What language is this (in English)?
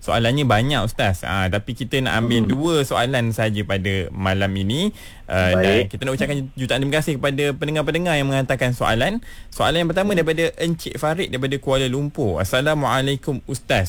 Malay